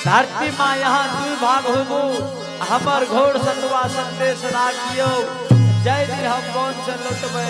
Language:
Angika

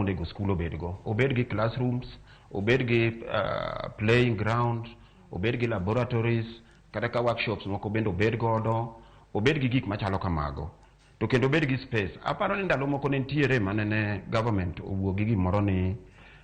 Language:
Luo (Kenya and Tanzania)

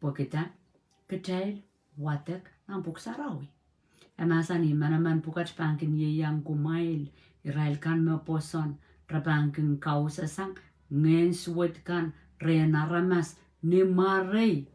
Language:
Pohnpeian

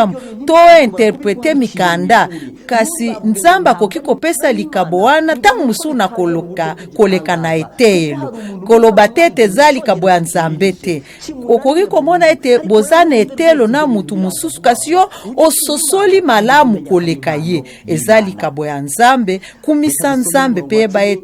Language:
Lingala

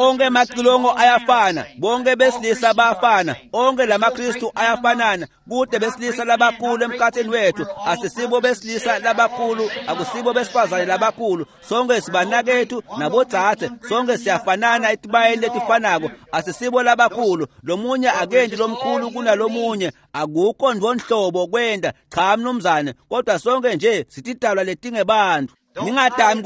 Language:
Swati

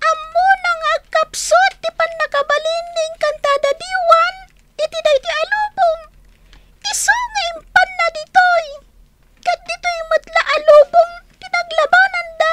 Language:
Iloko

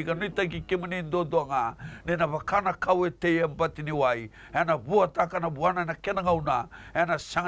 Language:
Fijian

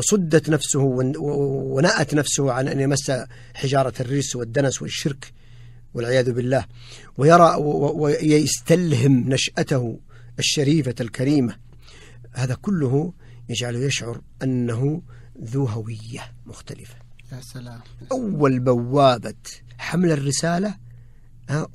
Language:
Najdi Arabic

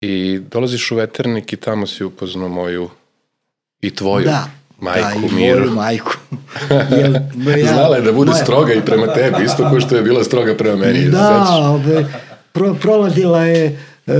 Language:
Serbian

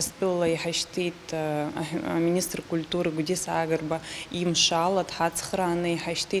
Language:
Abkhazian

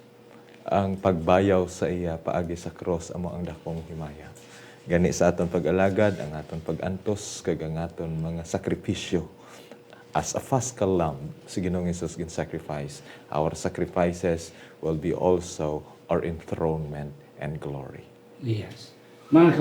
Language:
Hiligaynon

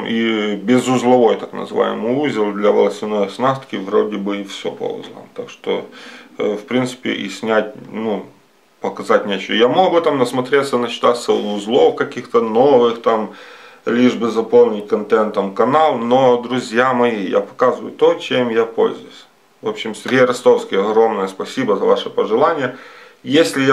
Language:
Russian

